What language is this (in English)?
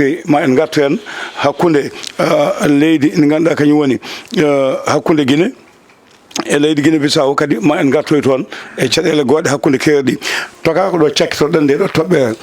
Fula